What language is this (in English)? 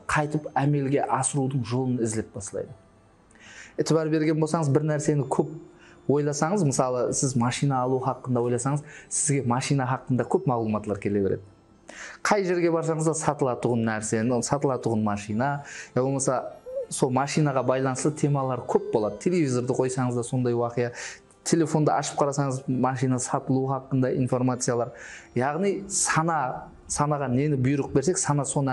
Kara-Kalpak